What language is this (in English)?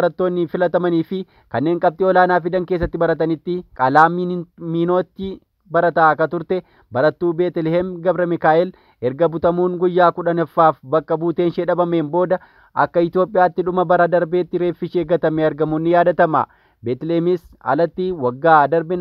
Oromo